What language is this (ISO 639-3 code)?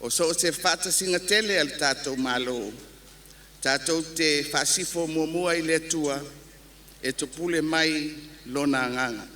smo